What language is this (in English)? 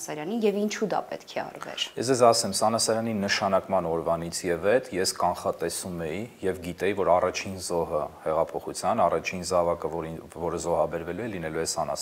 Armenian